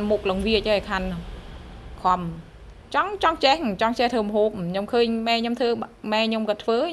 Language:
Khmer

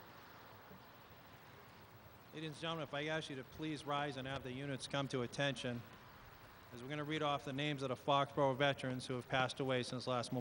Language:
English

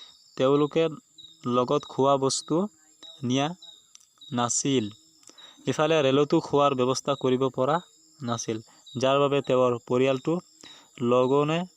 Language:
Assamese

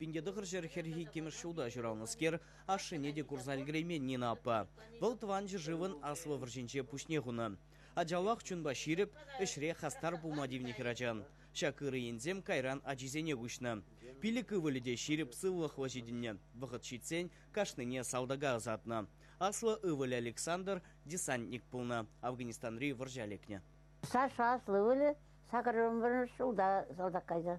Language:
Chuvash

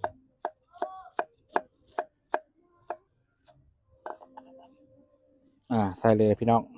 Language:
Lao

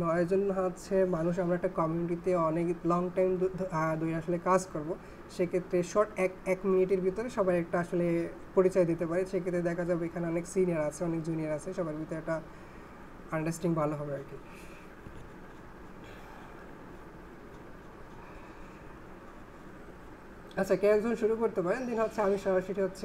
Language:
Bangla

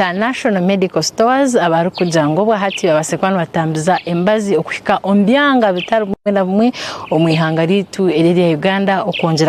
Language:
Nyankole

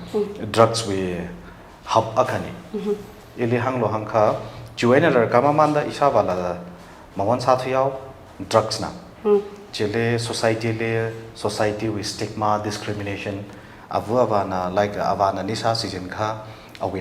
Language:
Tangkhul Naga (India)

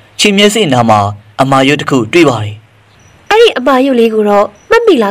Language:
Burmese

